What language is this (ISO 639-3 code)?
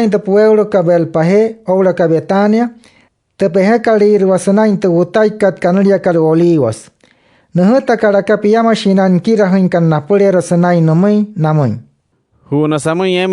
guc